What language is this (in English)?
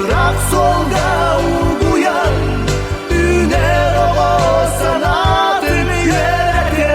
Yakut